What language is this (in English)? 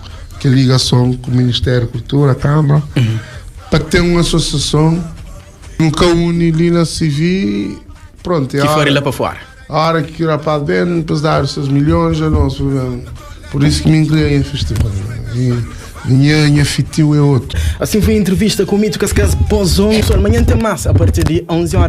Kabuverdianu